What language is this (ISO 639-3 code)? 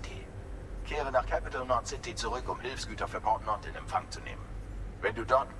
gsw